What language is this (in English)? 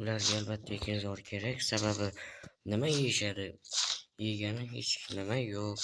Uzbek